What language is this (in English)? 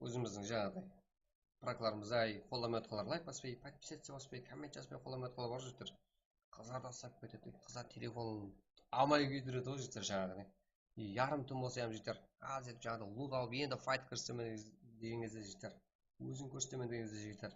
Kara-Kalpak